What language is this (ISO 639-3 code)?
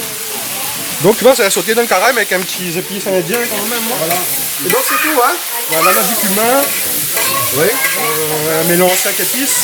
rcf